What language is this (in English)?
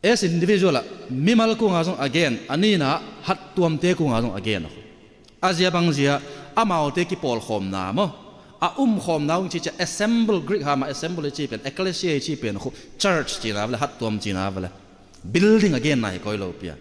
Tedim Chin